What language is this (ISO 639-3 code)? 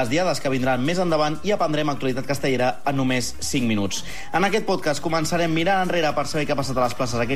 cat